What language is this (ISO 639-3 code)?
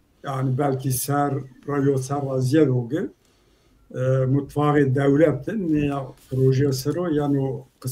zza